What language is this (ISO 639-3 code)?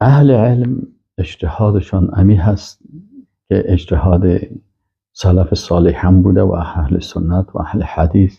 fas